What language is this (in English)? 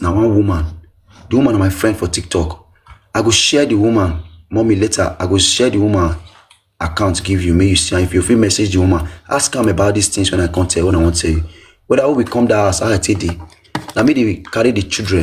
Nigerian Pidgin